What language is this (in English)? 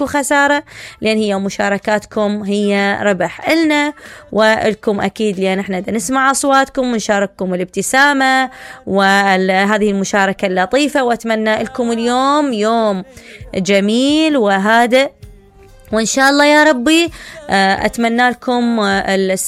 Mesopotamian Arabic